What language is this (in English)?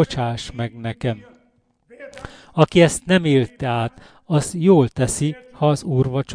Hungarian